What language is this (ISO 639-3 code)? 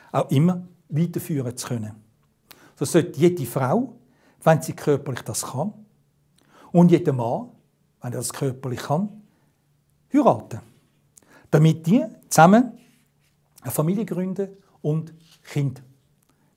gsw